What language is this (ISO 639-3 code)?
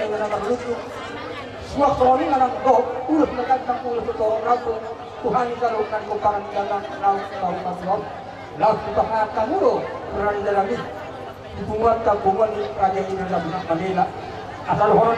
bbc